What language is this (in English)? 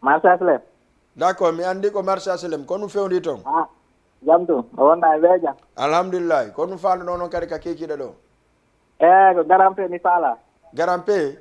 Fula